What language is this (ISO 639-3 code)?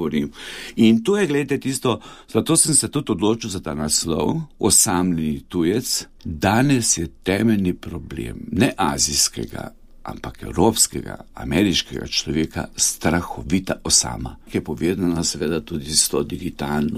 slv